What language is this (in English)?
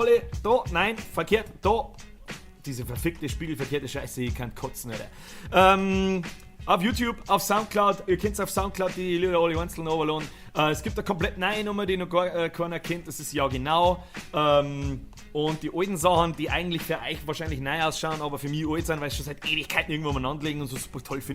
Bavarian